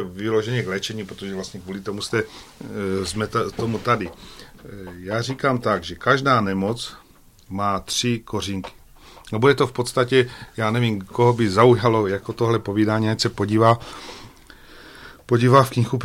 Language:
Czech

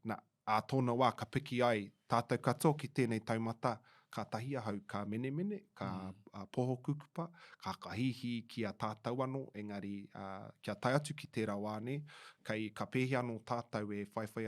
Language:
Māori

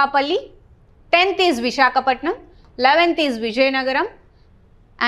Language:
Telugu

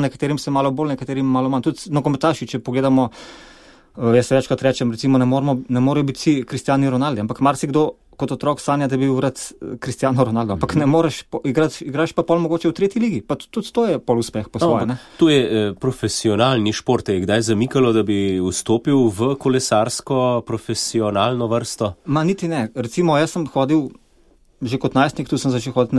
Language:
Slovenian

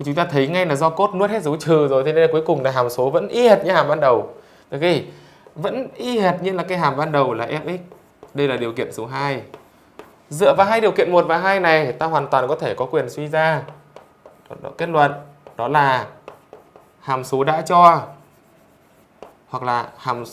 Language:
Vietnamese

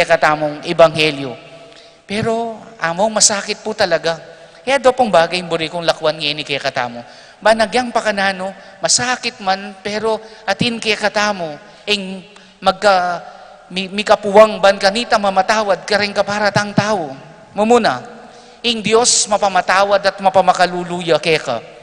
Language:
Pampanga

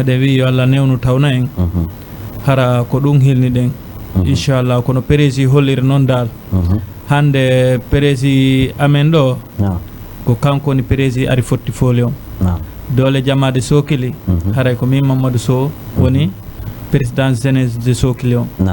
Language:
Fula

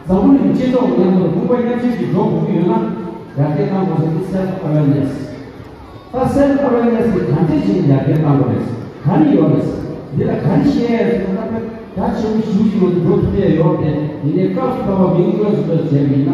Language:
Tibetan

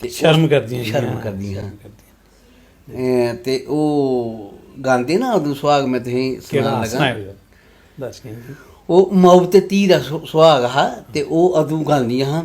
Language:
Dogri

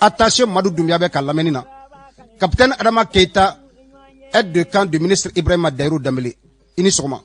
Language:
Bambara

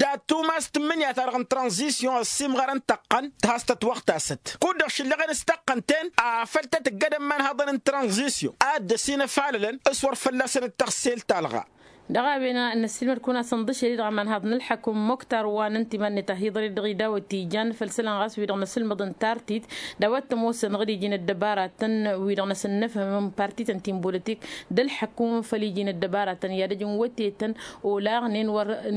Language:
Tamasheq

